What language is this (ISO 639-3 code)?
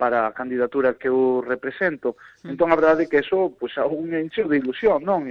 glg